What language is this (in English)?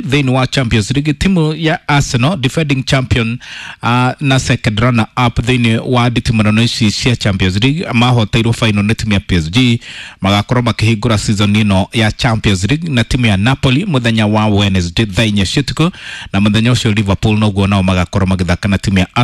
Kikuyu